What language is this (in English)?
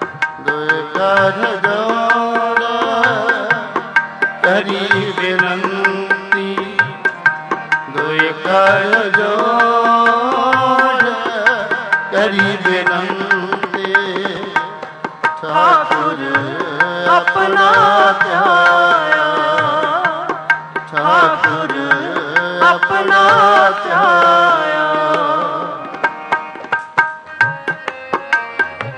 Punjabi